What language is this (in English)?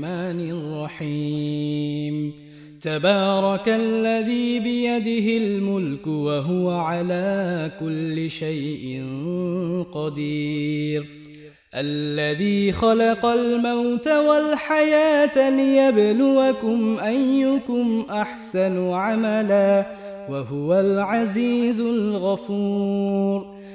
Arabic